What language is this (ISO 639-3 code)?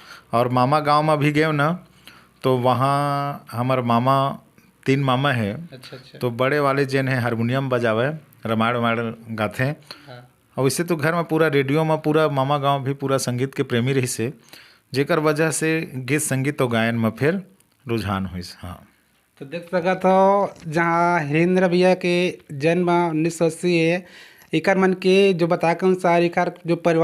hne